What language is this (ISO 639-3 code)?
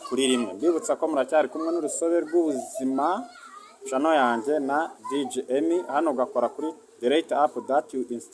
kin